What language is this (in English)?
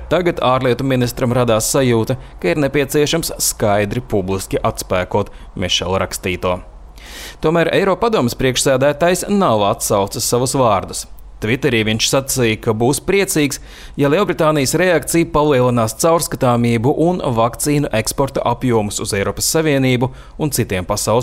Latvian